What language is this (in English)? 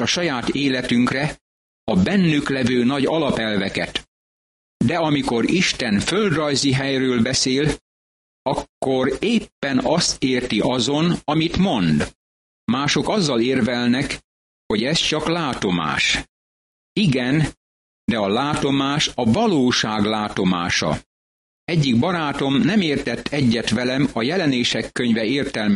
Hungarian